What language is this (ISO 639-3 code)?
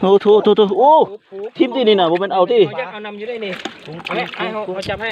lao